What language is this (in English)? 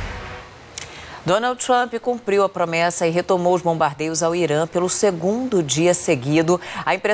Portuguese